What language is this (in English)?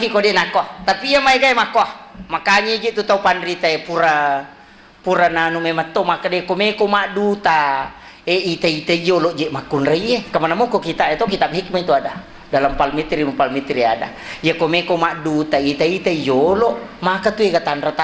Buginese